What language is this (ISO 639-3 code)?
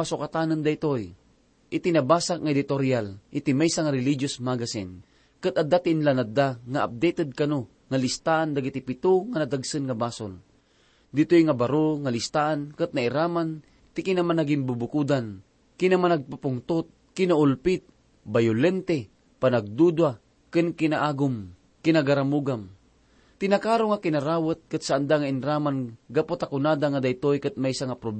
ilo